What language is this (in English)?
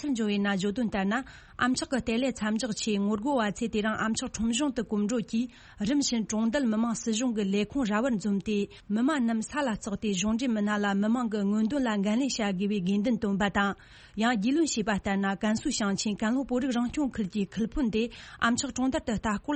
Tibetan